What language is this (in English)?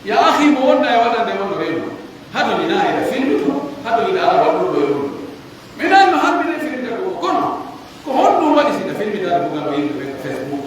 Pular